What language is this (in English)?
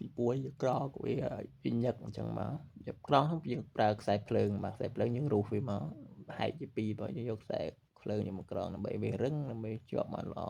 Khmer